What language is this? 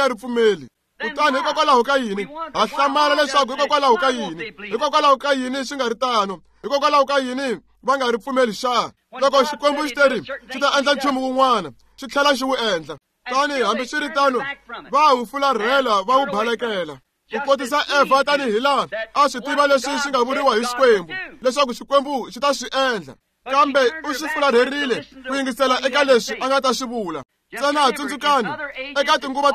Tsonga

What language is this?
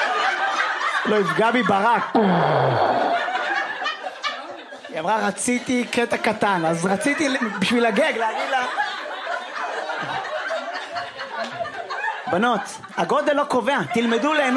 Hebrew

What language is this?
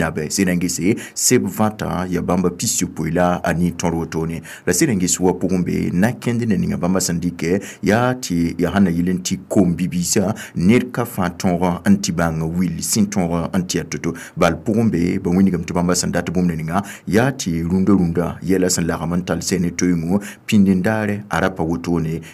Mossi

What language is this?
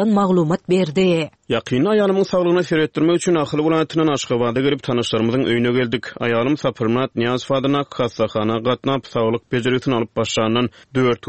Turkmen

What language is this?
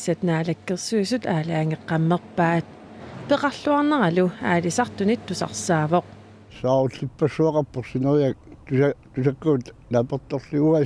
Kalaallisut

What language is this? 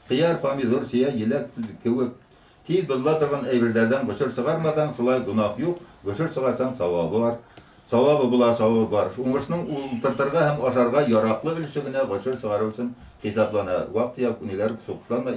Bashkir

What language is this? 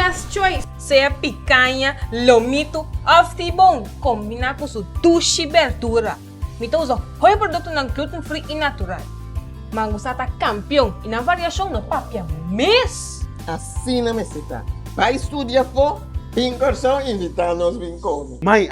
Papiamento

